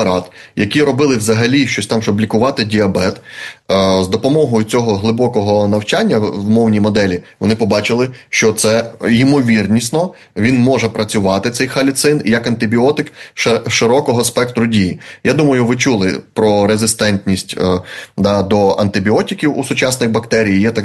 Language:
Ukrainian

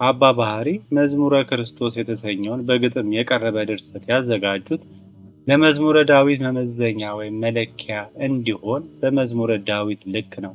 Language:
Amharic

